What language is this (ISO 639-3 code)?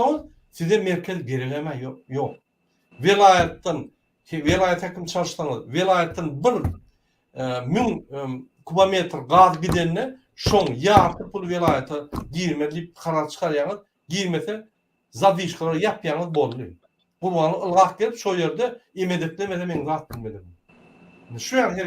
tuk